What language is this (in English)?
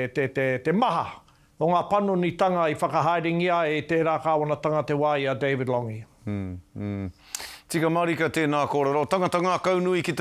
Māori